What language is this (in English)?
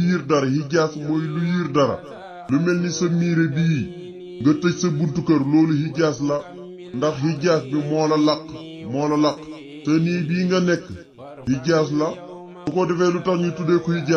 Wolof